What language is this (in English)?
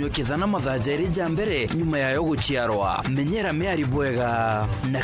Meru